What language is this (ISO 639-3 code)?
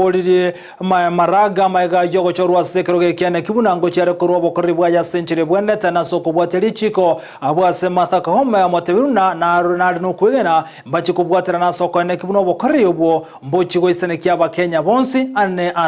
guz